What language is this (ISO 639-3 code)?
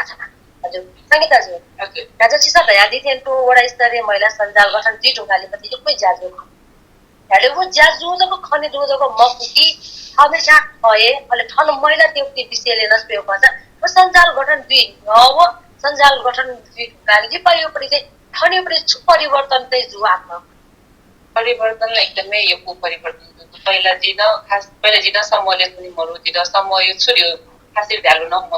new